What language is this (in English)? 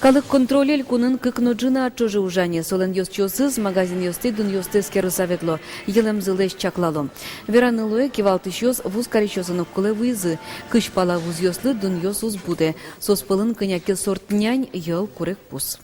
Udmurt